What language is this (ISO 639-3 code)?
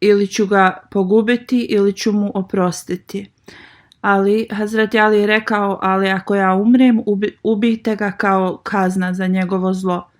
bos